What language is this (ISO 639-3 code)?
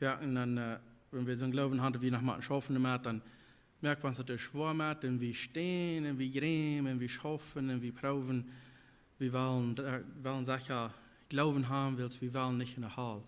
pdt